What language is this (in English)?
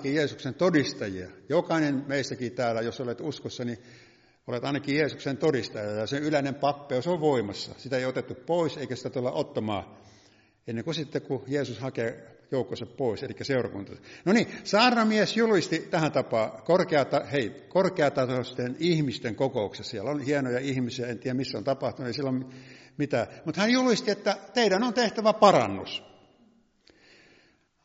Finnish